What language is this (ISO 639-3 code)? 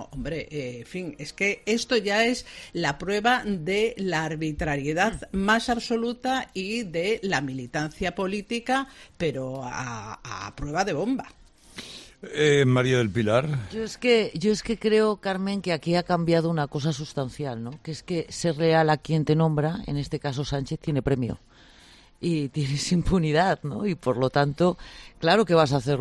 spa